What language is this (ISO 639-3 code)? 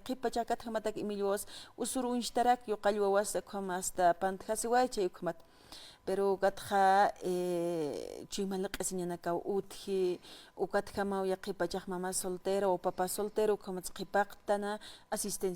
aym